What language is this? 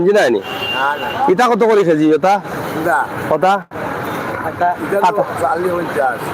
Sylheti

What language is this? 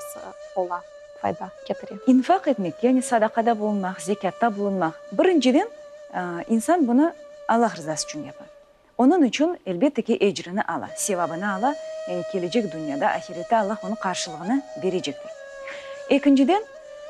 Crimean Tatar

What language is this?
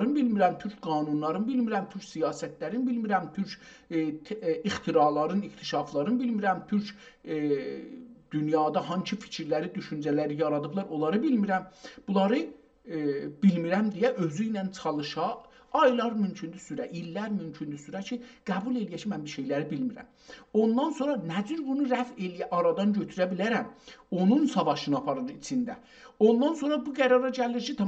South Azerbaijani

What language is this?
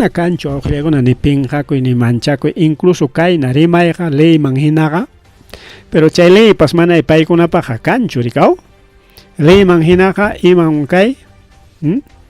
Ayacucho Quechua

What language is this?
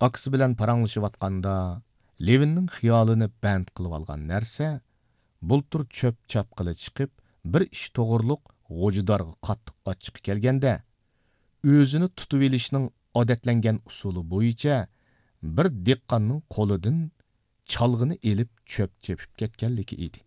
Uyghur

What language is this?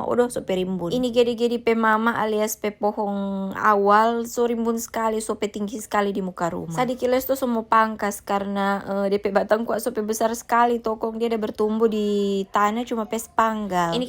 Manado Malay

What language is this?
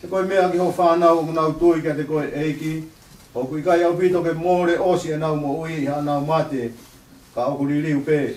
Tongan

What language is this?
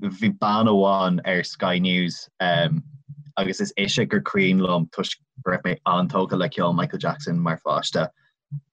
Irish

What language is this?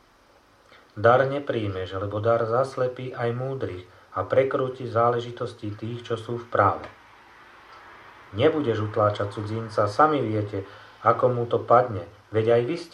Slovak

